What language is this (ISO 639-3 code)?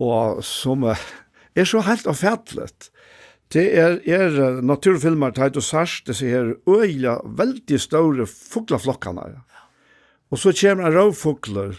fao